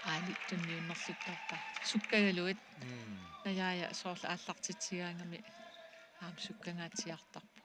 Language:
Kalaallisut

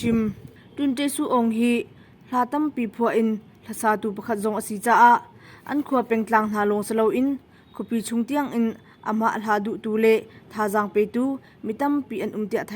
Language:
Hakha Chin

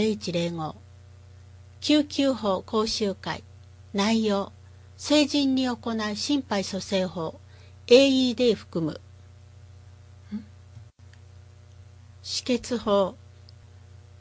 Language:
Japanese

